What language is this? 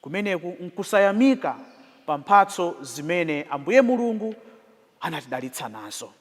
Nyanja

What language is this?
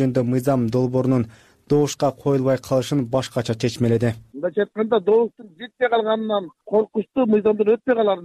Kyrgyz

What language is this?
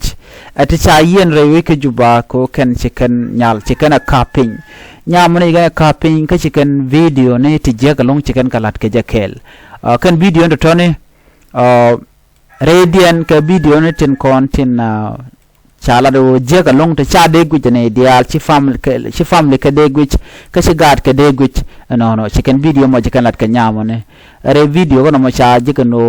Nuer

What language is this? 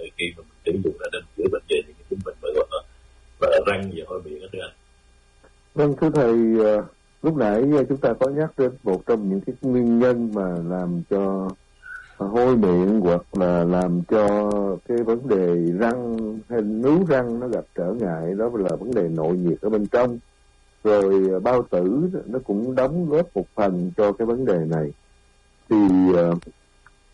Vietnamese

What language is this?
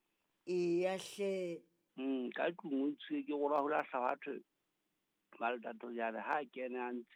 Southern Sotho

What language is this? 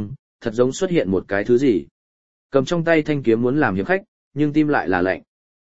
Vietnamese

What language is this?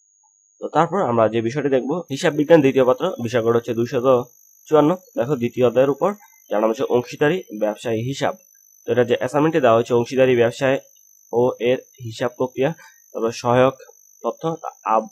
Bangla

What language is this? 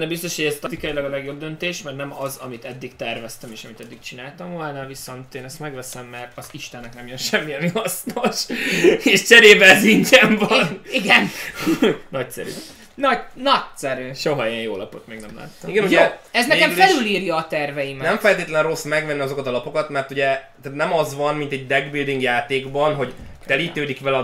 Hungarian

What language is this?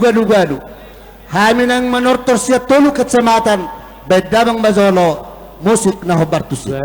Batak Toba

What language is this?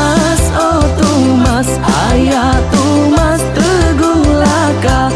Iban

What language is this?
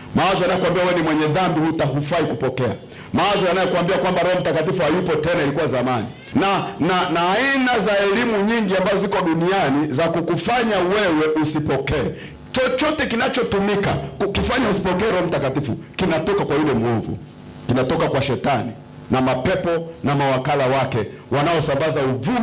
Swahili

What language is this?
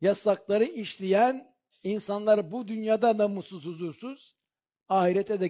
Turkish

